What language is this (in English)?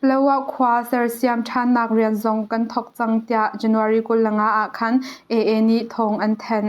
Hakha Chin